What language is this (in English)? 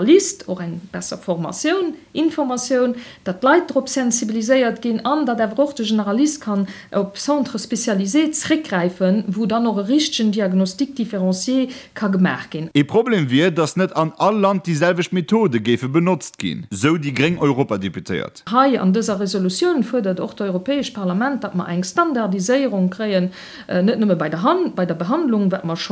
Luxembourgish